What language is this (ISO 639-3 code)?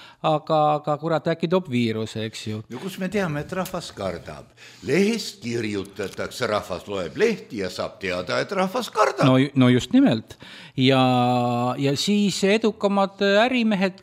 est